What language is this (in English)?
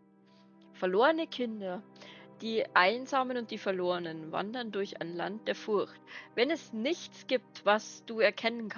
Bavarian